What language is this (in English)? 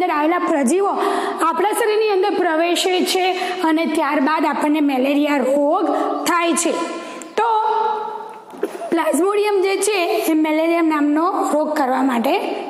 Gujarati